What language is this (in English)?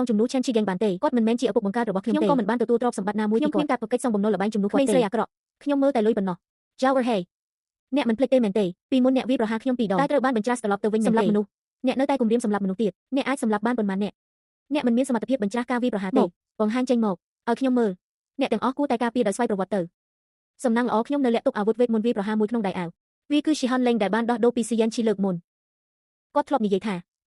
Khmer